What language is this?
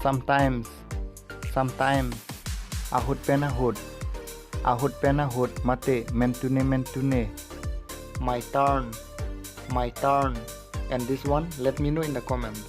Karbi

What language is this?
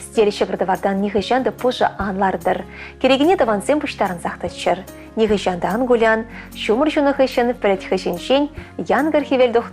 Chuvash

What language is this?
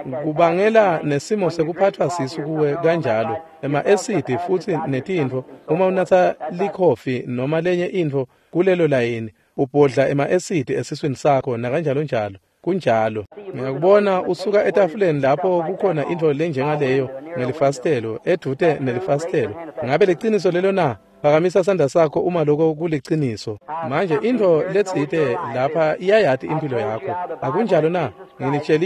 Swati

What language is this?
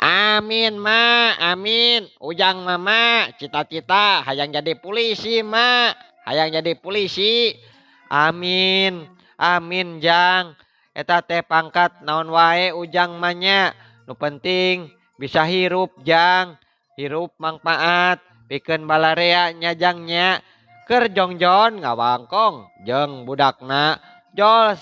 Sundanese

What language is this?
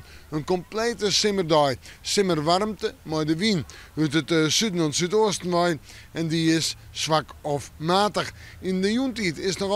Western Frisian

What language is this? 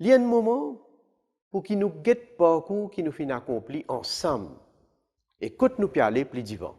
Morisyen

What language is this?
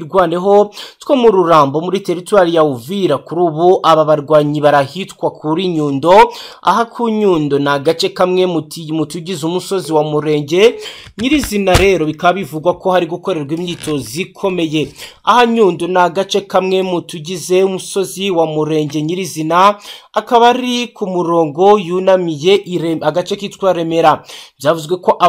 Kinyarwanda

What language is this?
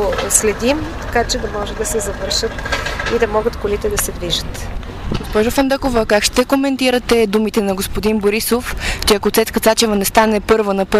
Bulgarian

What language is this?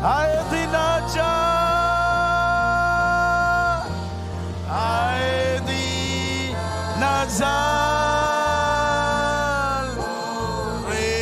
Marshallese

